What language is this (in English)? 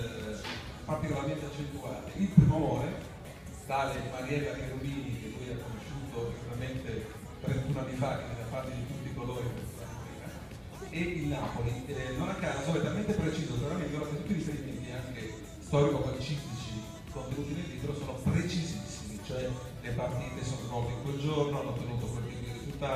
Italian